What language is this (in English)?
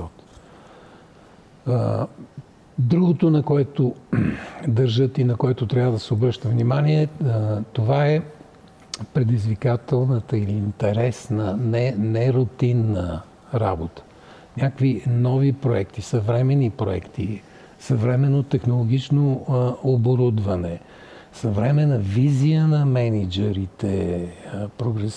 Bulgarian